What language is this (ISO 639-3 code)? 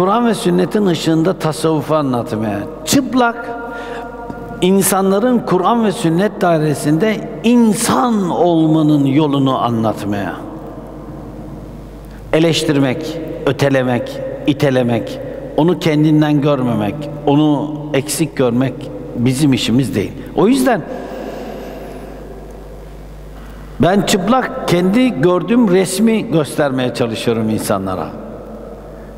tur